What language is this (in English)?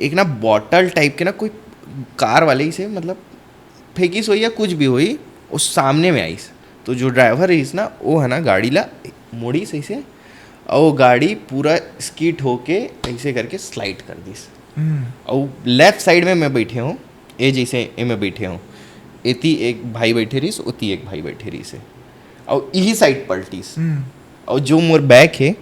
Chhattisgarhi